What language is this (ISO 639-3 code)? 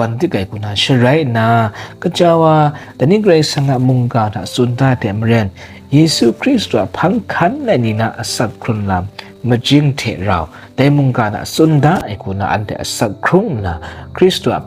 kac